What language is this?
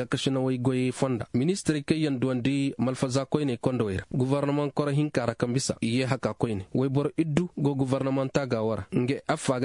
Koyraboro Senni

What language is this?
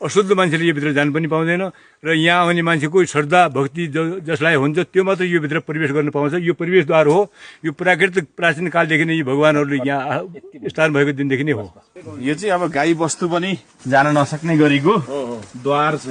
Nepali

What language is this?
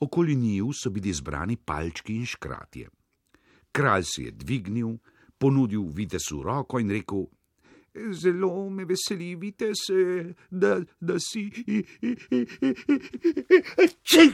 Slovenian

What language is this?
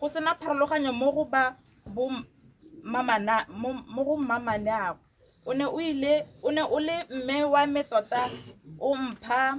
Tswana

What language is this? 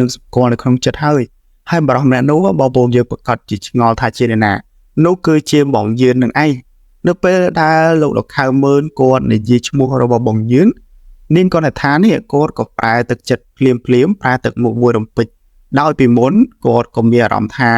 Khmer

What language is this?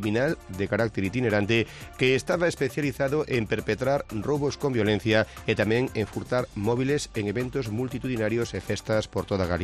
Galician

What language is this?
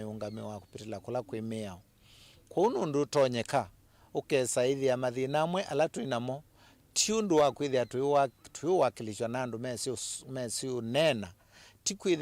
Kamba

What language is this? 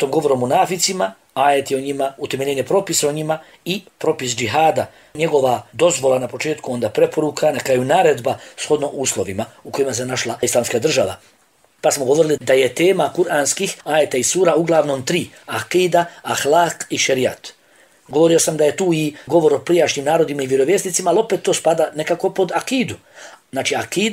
Bosnian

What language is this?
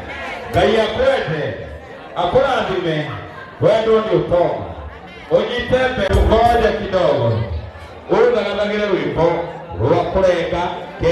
Kikuyu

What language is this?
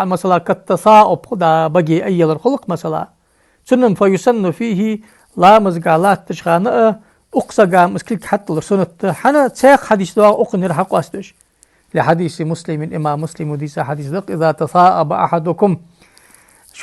Ingush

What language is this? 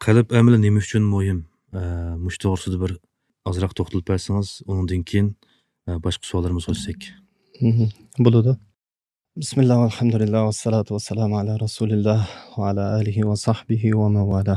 Uyghur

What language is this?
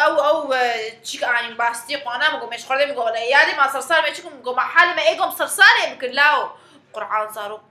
Kurdish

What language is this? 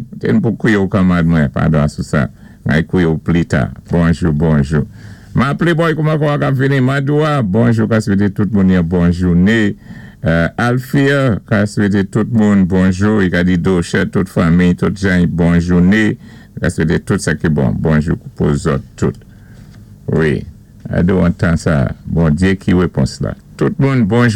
Saint Lucian Creole French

